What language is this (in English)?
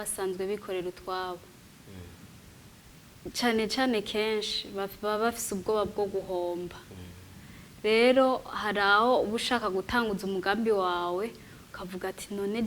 Rundi